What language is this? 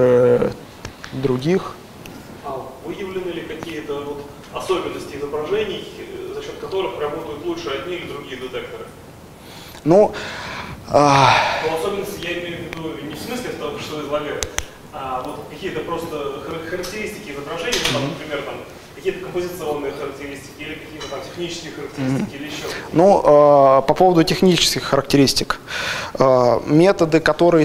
Russian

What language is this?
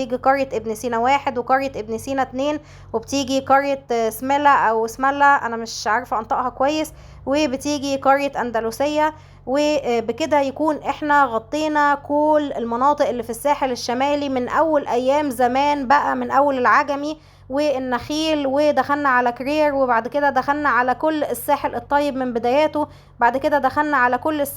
Egyptian Arabic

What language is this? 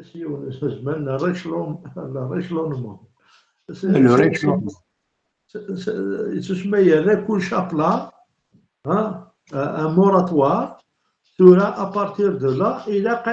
Kabyle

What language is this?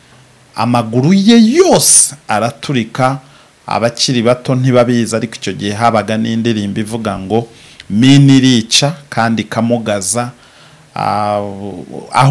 Kinyarwanda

